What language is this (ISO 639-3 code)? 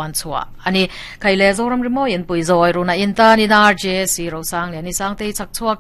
lus